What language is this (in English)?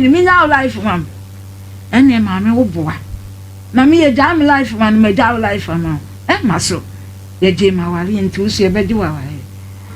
Akan